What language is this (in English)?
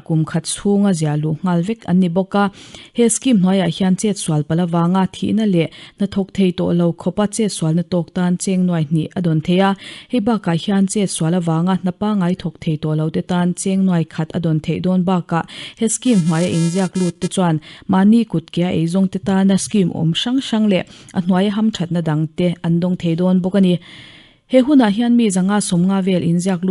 Mizo